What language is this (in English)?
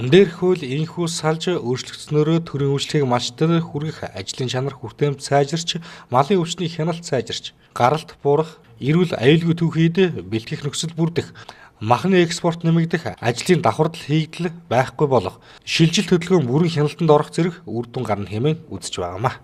Mongolian